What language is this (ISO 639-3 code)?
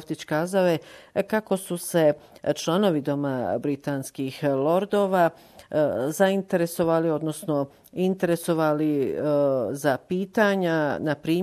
bos